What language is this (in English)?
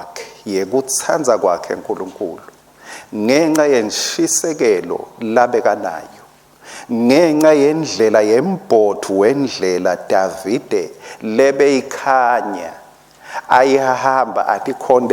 Swati